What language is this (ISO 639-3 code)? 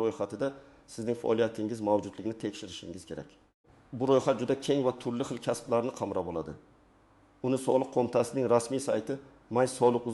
uzb